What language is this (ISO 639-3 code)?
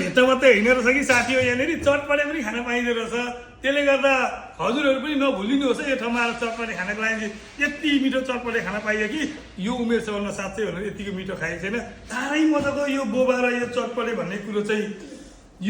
nep